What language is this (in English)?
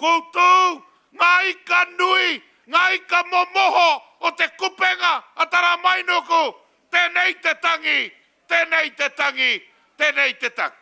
Māori